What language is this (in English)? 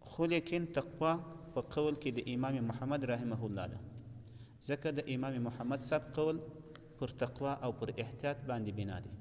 Pashto